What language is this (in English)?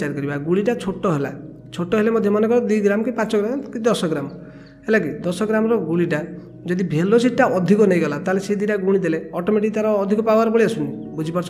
Odia